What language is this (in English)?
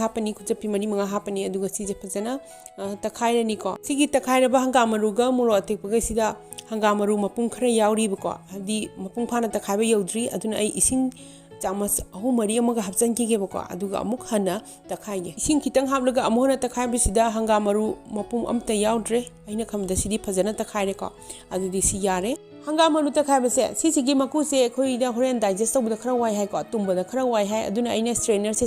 Manipuri